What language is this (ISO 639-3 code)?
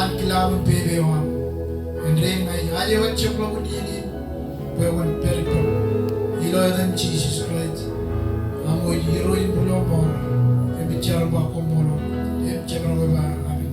mah